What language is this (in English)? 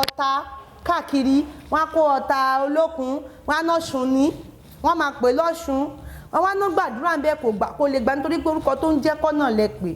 Yoruba